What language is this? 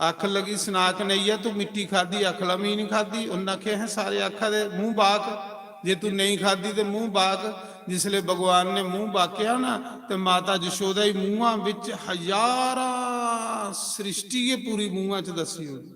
Dogri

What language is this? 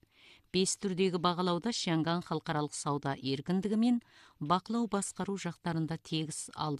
Kazakh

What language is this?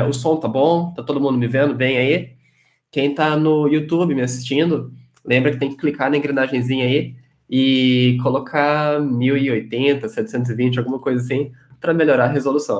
Portuguese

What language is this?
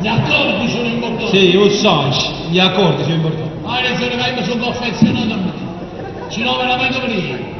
Neapolitan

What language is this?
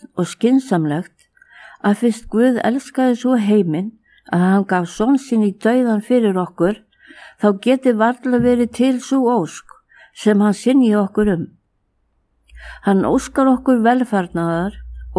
Icelandic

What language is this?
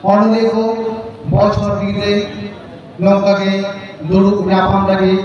Santali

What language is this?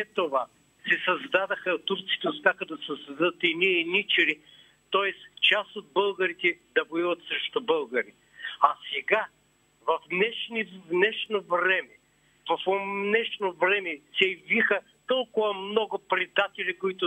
Bulgarian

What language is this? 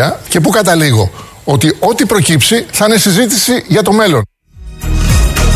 Greek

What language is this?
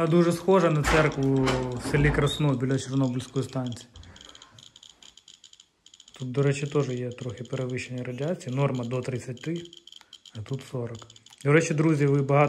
Ukrainian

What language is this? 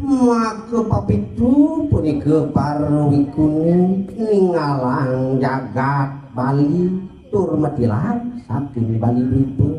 Balinese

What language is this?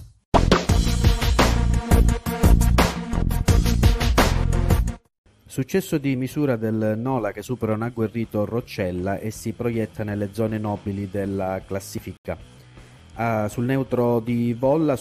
Italian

